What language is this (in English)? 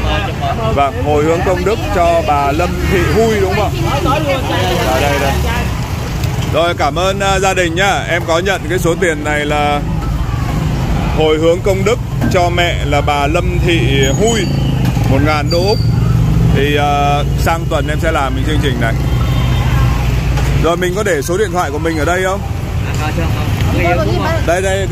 Vietnamese